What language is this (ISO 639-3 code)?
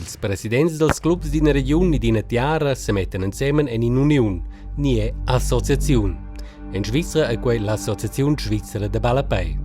roh